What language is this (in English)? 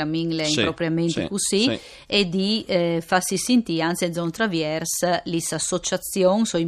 Friulian